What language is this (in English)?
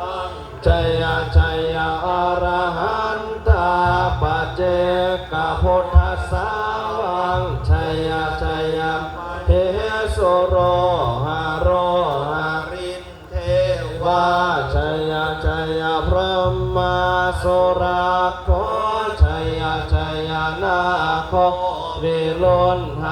Pali